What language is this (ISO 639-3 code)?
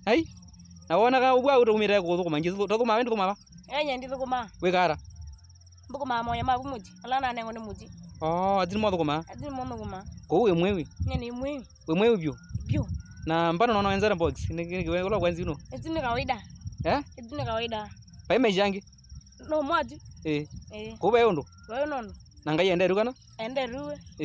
kam